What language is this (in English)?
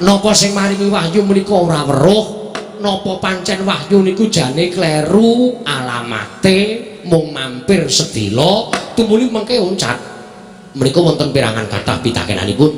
Javanese